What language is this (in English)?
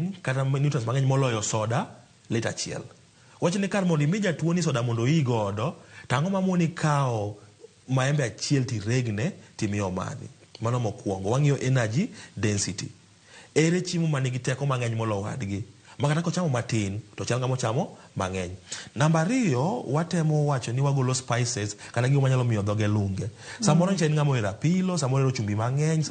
Luo (Kenya and Tanzania)